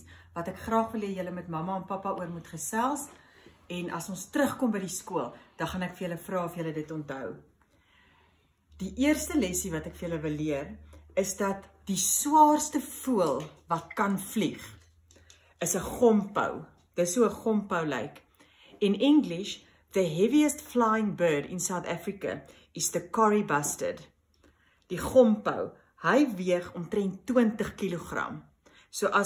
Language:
Afrikaans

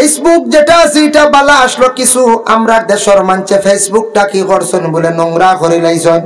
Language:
Sylheti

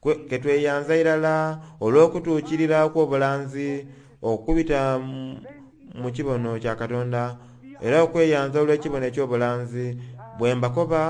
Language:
Soga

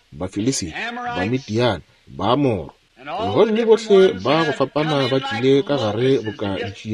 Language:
Northern Sotho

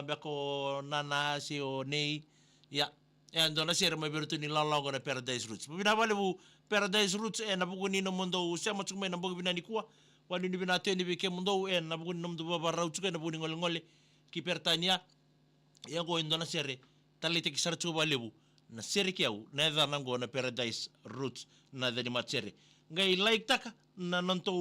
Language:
Fijian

